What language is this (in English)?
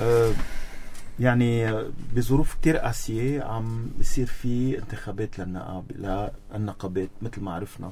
North Levantine Arabic